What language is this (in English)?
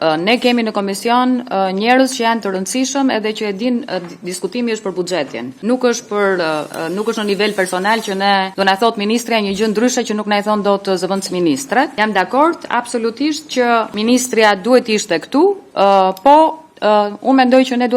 Albanian